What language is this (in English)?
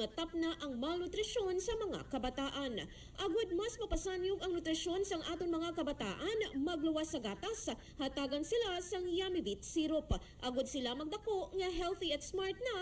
Hiligaynon